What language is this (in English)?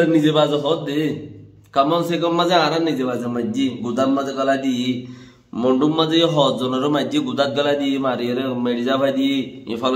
Rohingya